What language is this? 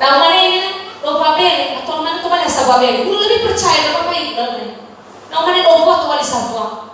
Nias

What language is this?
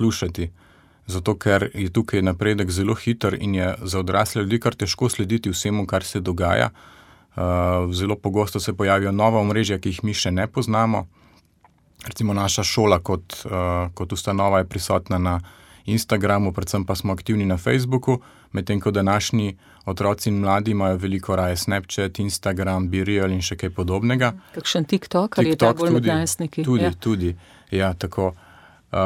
Slovenian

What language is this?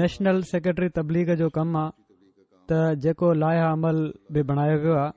Sindhi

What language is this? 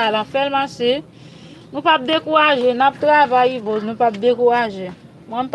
Haitian Creole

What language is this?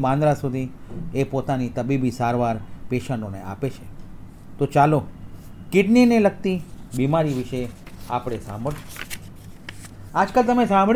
Gujarati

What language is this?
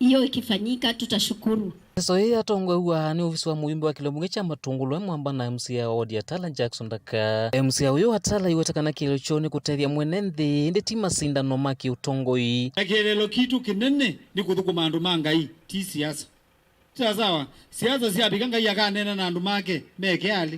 Kamba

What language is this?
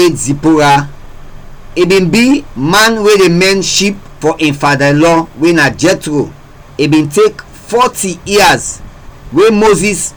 Krio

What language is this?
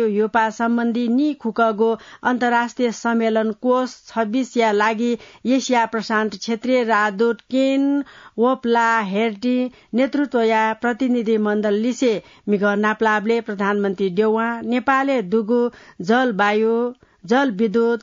Newari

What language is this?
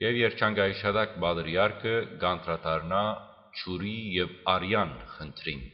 Western Armenian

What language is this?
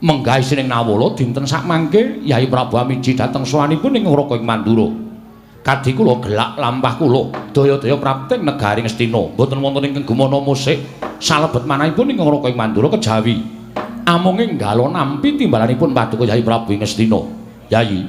Javanese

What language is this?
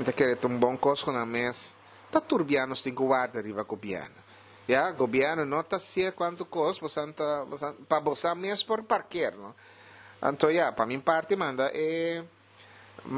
Papiamento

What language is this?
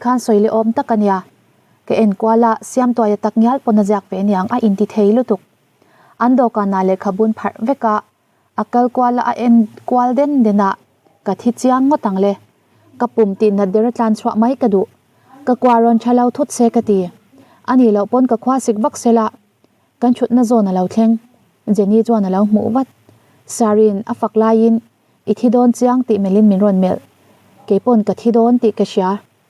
Mizo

